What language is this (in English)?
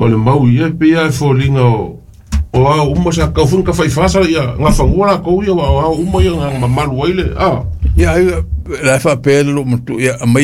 Samoan